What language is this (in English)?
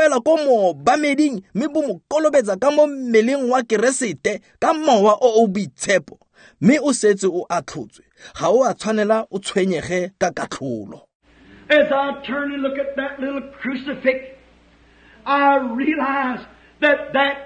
Tswana